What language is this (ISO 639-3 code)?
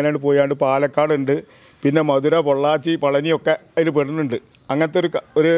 mal